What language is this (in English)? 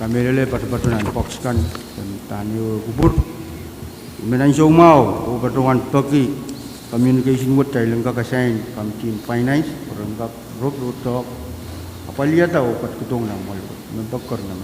Pohnpeian